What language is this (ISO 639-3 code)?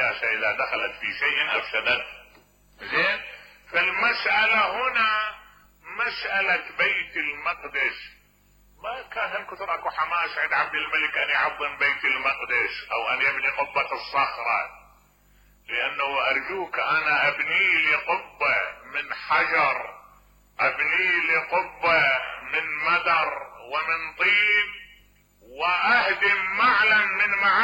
acm